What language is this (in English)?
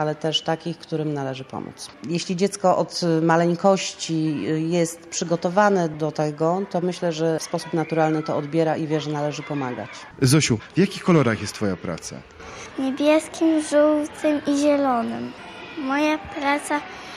Polish